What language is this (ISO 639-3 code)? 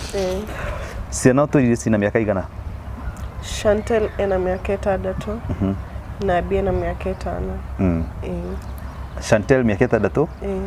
kik